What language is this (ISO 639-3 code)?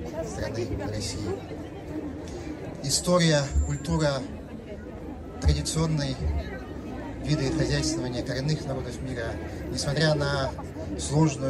rus